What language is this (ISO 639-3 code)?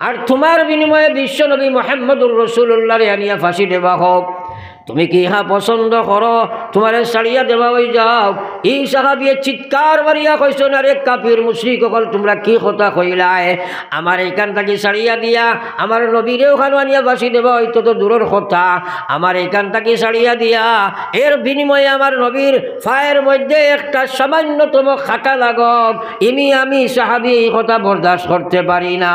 syl